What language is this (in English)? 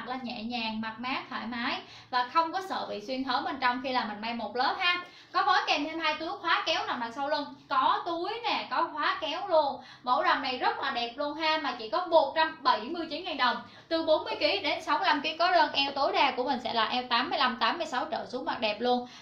Vietnamese